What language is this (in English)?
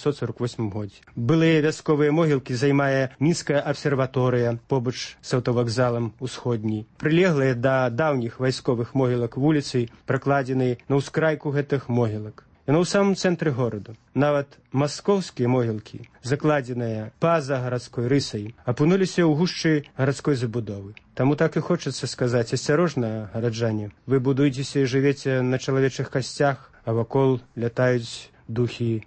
Belarusian